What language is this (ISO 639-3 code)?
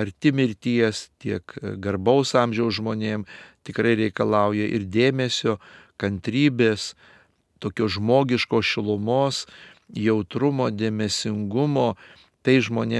lit